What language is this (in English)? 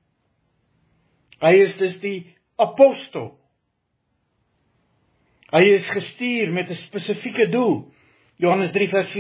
Afrikaans